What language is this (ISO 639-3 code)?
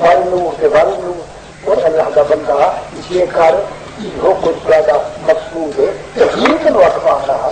skr